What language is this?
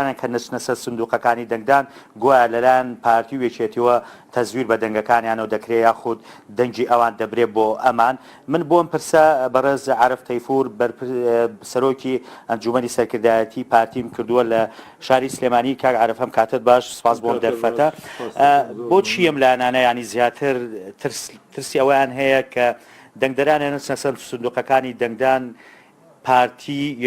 Central Kurdish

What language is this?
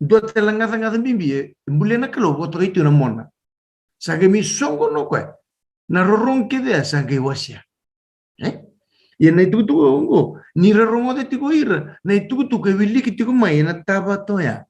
Fijian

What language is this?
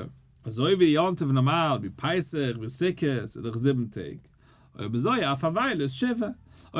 Yiddish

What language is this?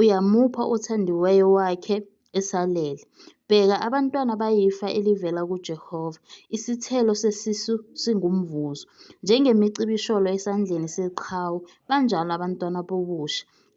Zulu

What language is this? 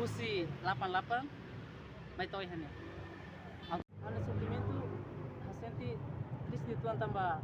Tetum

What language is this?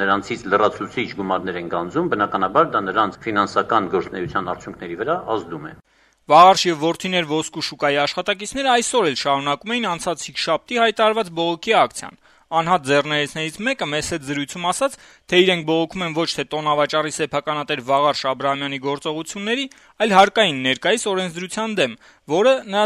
Armenian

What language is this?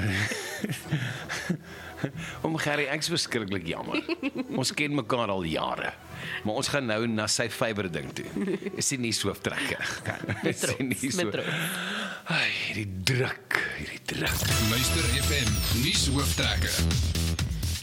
Afrikaans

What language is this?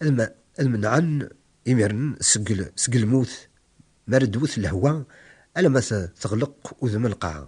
Kabyle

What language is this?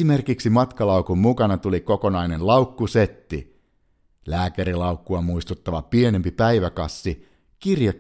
Finnish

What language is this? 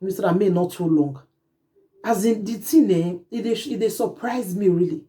Nigerian Pidgin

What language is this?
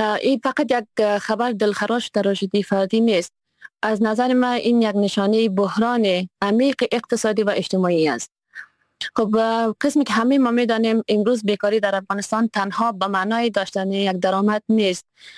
Persian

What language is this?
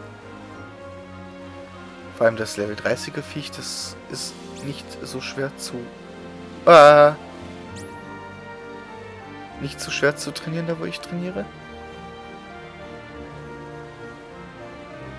German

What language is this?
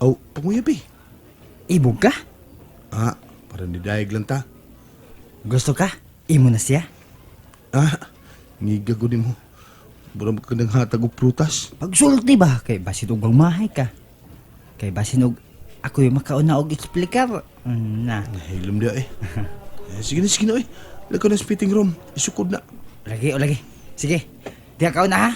Cebuano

